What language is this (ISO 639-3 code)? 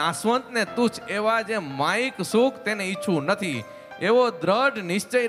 guj